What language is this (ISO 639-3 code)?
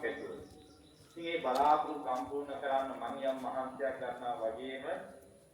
sin